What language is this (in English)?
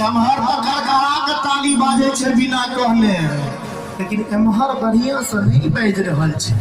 Maithili